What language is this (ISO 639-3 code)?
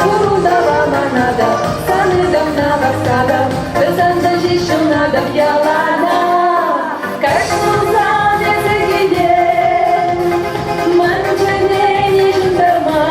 chv